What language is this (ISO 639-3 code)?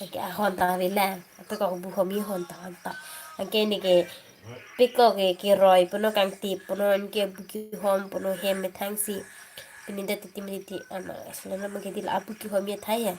mjw